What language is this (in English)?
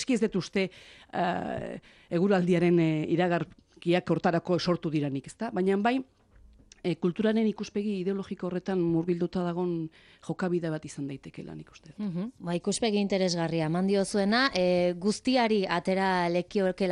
Basque